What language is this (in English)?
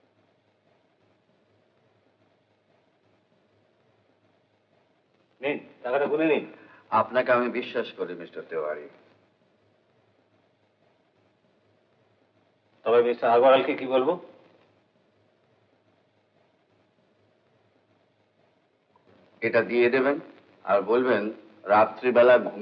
Bangla